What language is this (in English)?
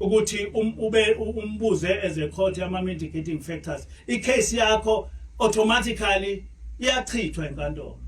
Zulu